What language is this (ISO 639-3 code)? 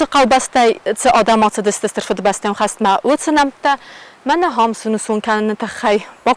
oss